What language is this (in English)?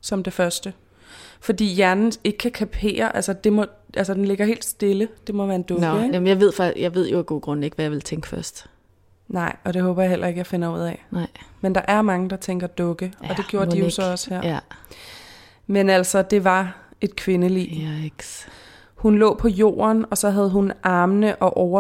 Danish